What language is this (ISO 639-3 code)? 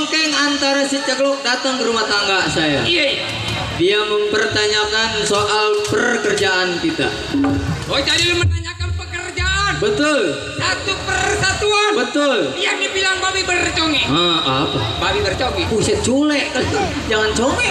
bew